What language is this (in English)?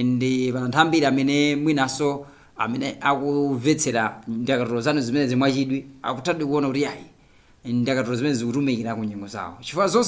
Nyanja